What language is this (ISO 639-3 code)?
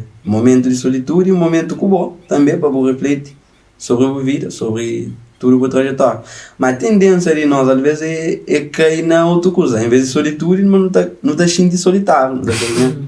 kea